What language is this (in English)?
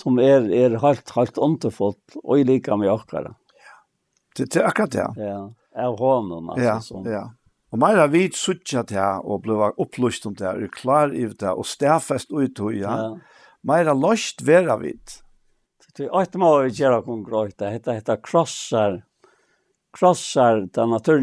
Faroese